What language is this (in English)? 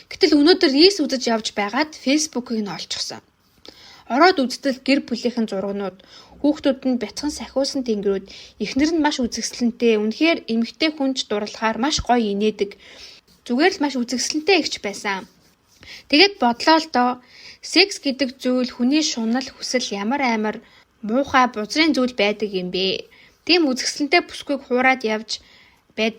Mongolian